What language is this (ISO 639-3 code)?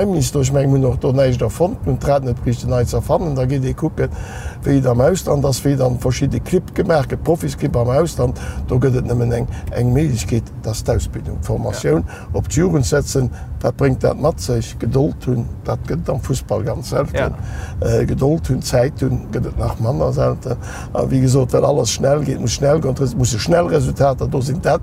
ltz